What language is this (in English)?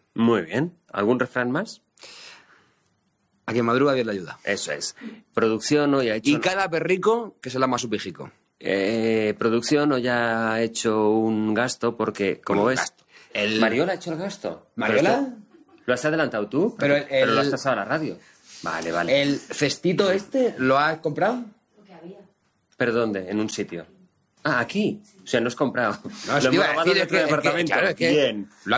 Spanish